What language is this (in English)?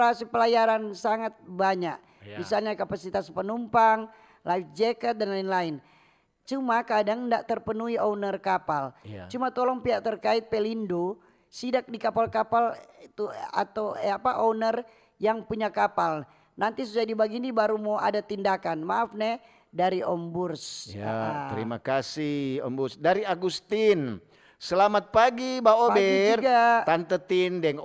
Manado Malay